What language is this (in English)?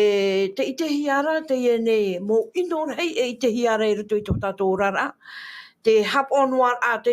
Tahitian